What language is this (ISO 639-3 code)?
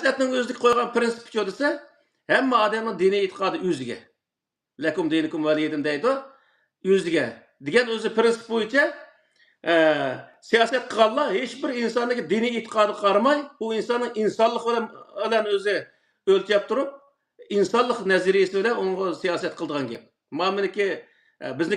uig